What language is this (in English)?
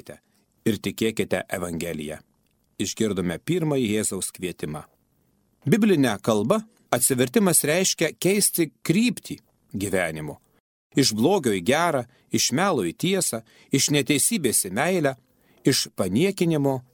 Lithuanian